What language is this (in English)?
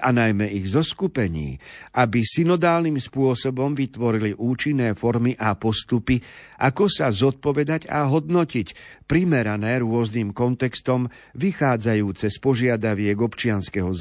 Slovak